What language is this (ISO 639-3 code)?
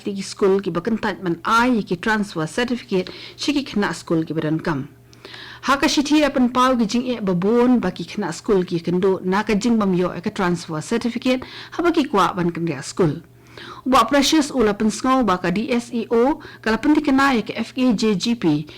kha